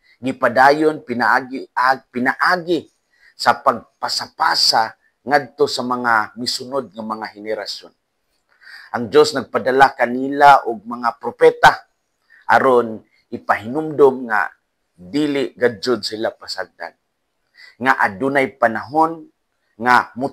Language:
Cebuano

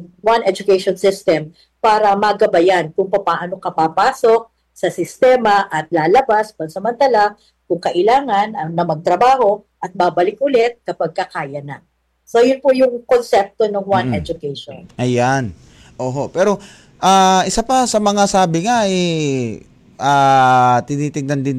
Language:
Filipino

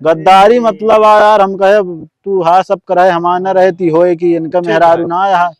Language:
Awadhi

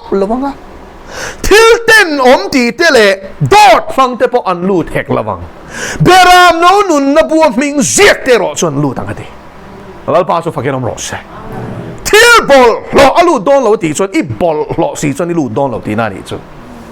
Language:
Mizo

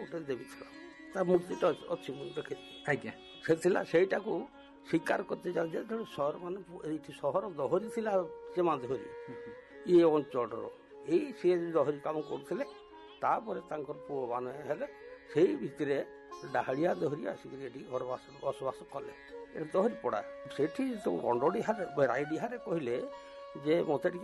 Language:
Odia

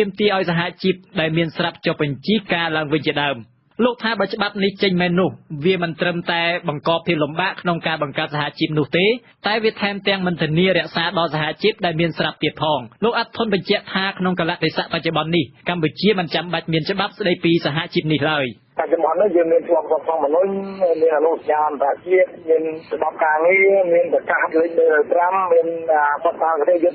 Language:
Khmer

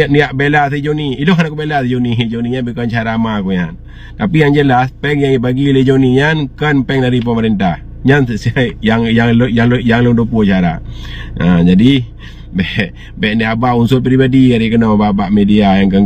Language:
Achinese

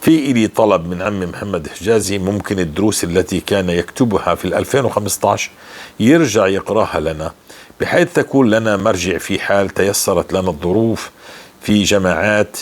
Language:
North Levantine Arabic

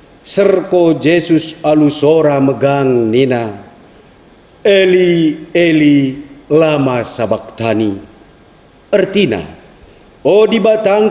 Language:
Batak Karo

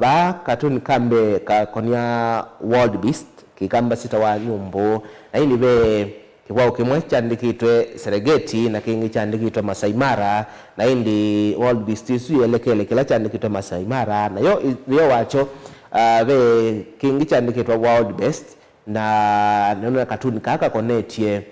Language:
Kamba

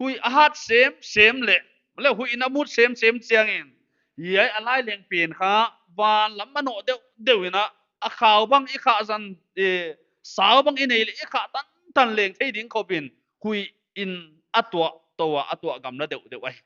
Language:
Paite Chin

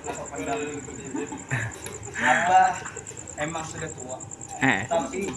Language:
Banjar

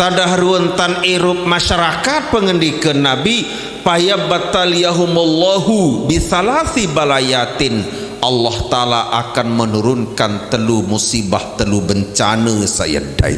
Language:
Sasak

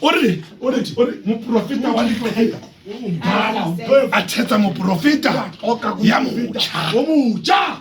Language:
Southern Sotho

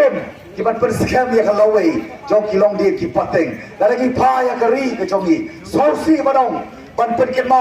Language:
Khasi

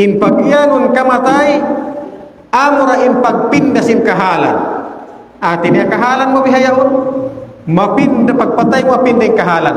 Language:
Tausug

